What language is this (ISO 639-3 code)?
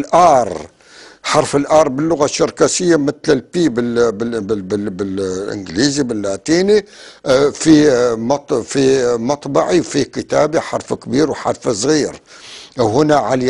apc